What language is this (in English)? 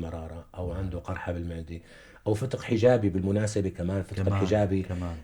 North Levantine Arabic